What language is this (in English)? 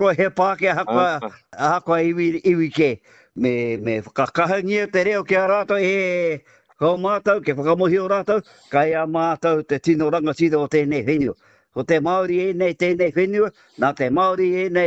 Māori